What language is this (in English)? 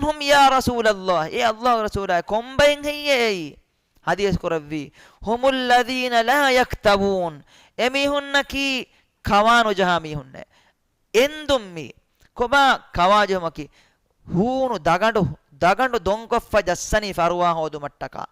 Divehi